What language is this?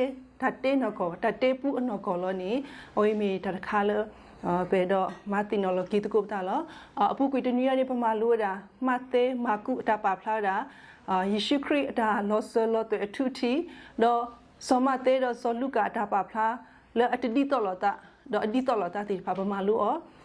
S'gaw Karen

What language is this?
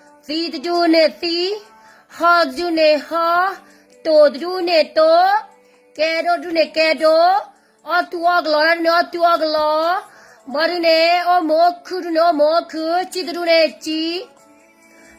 S'gaw Karen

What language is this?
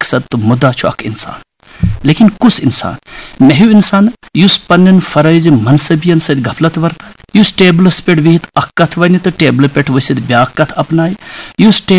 Kashmiri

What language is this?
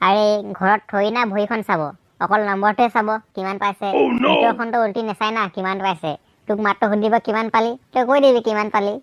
Assamese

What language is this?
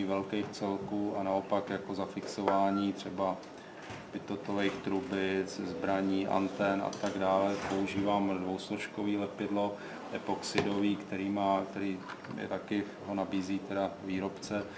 Czech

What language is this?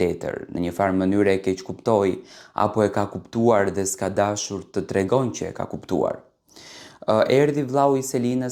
Albanian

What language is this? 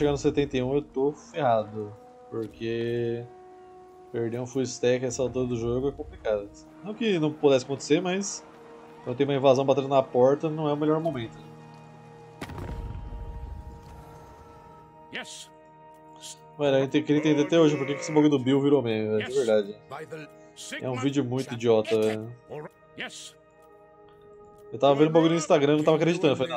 Portuguese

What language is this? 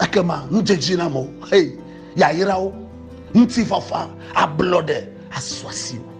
Ewe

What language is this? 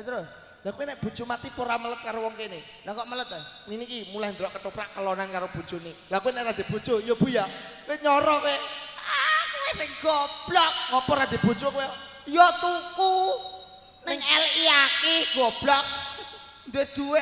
Javanese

